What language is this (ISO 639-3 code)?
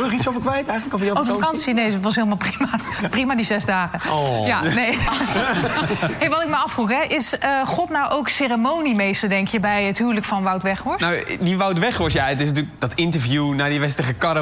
nld